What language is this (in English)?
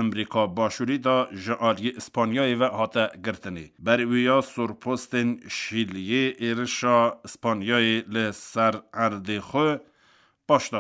Kurdish